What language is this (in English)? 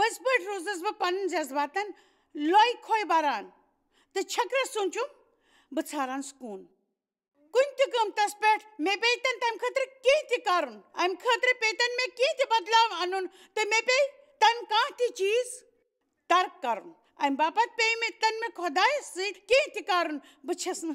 Kashmiri